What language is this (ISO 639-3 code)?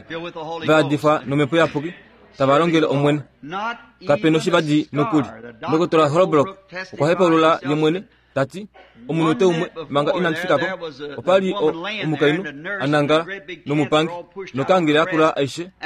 kua